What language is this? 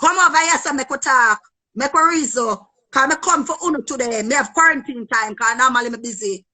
Jamaican Creole English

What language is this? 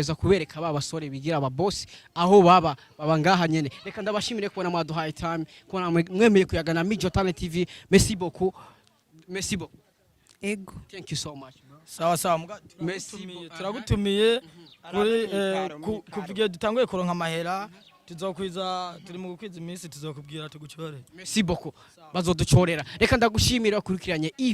Rundi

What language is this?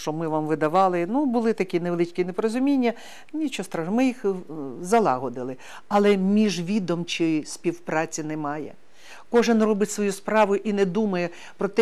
Ukrainian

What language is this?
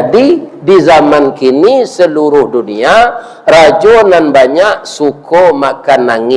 Minangkabau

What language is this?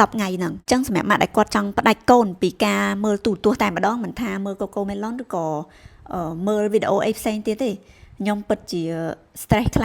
Khmer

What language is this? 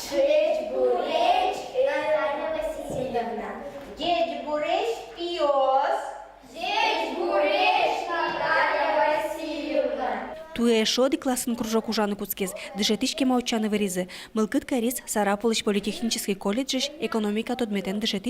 Udmurt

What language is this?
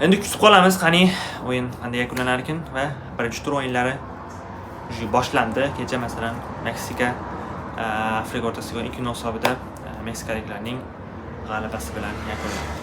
Uzbek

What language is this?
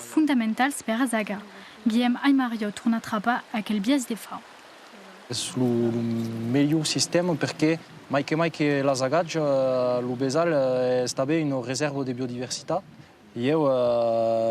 Occitan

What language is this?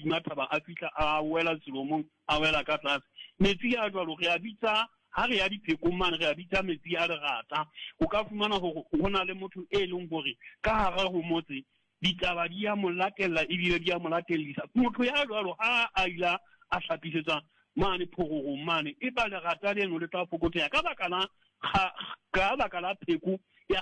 Southern Sotho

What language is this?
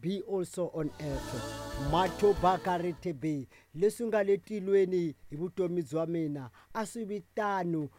Tsonga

